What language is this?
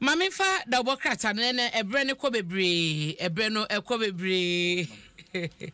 Akan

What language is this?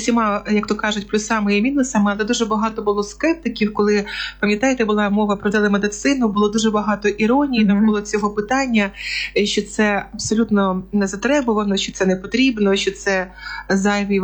Ukrainian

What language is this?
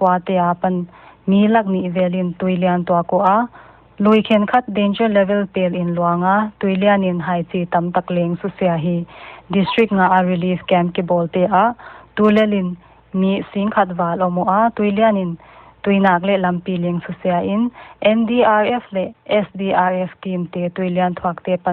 Paite Chin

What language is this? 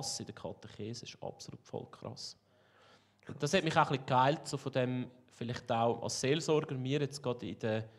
Swiss German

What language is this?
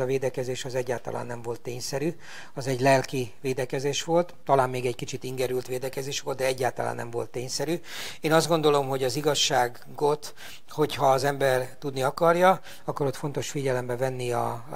Hungarian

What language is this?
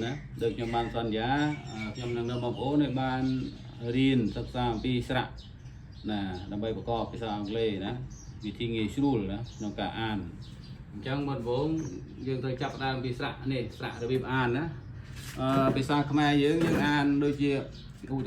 Khmer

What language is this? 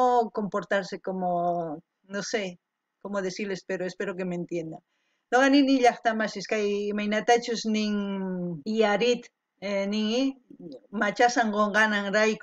South Bolivian Quechua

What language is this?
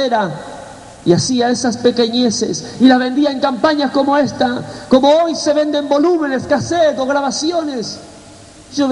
Spanish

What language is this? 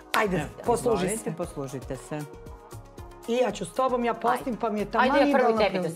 Serbian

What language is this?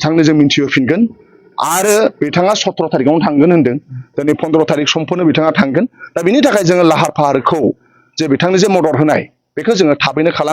Bodo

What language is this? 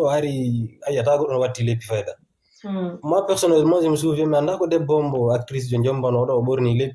Fula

